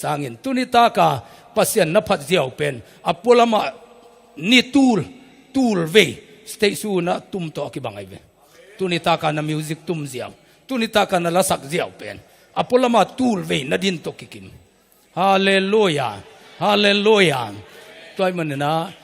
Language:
Tedim Chin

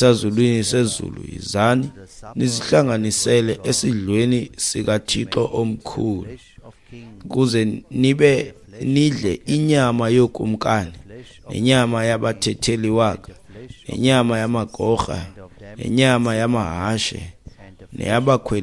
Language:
Xhosa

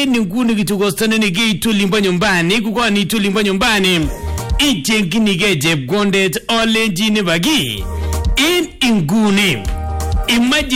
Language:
Swahili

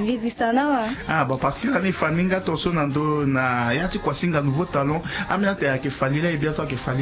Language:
Sango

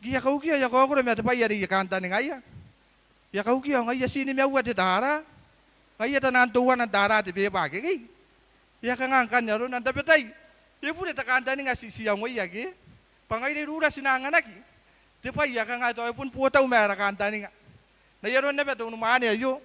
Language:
Gilbertese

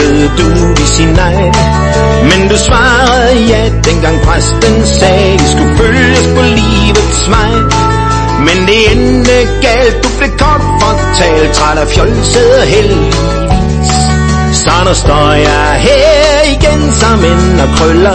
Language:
Danish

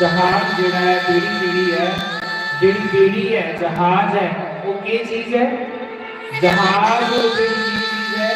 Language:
Dogri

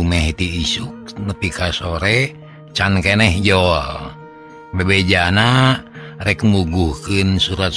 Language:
Sundanese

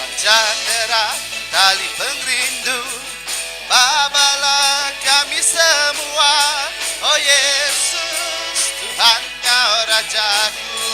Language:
Iban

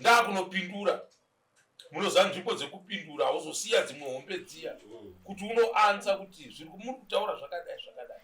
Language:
Shona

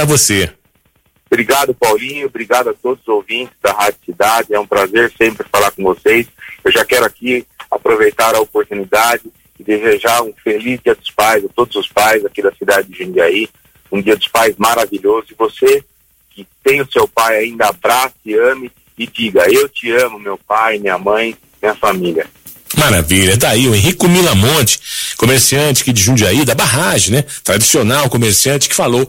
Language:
Portuguese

